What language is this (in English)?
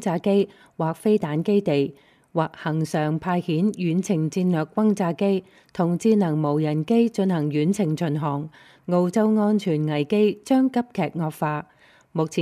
Cantonese